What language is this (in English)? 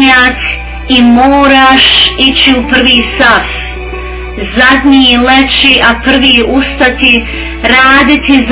Bosnian